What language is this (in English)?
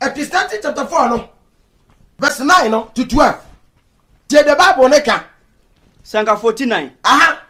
Akan